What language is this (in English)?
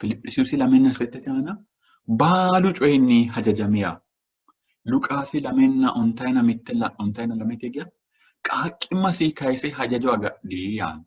Sidamo